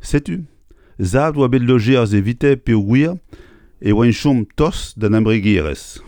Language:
Breton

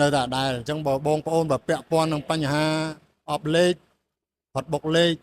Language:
Khmer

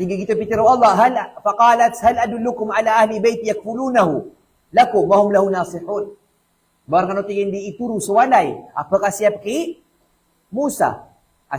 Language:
Maranao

